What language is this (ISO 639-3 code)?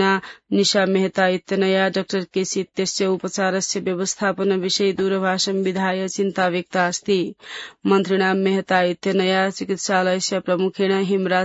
san